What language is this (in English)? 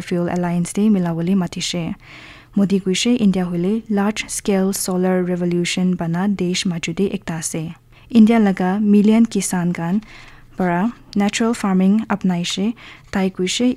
Naga Pidgin